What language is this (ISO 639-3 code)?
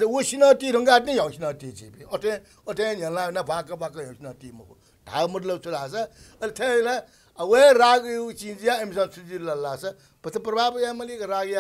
new